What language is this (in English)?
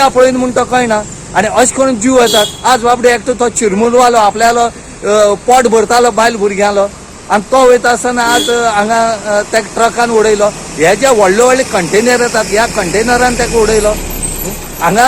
Konkani